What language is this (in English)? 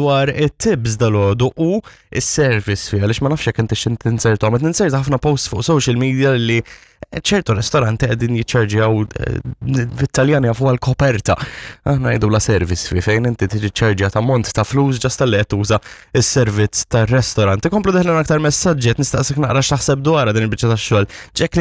Maltese